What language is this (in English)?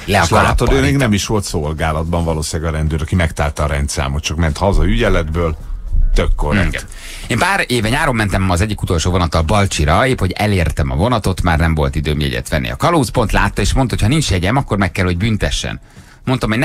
Hungarian